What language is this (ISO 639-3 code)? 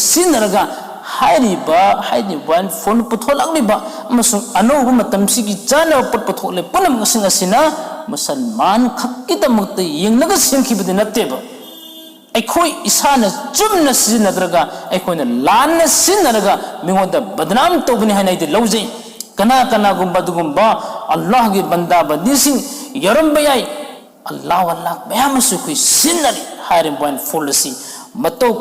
mni